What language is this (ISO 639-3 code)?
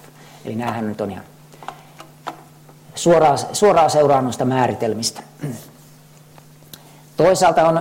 fin